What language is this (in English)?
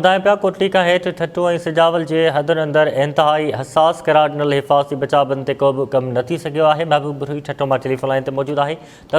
Sindhi